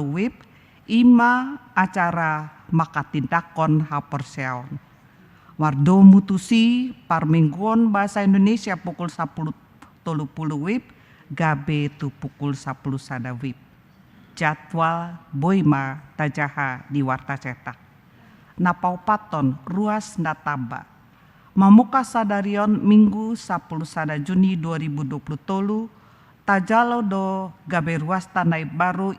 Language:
Batak Toba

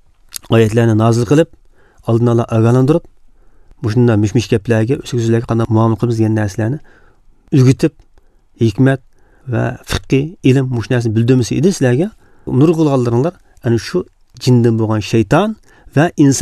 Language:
Uyghur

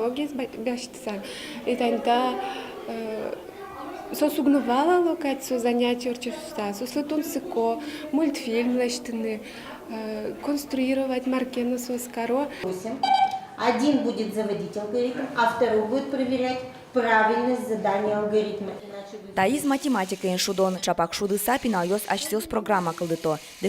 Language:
Udmurt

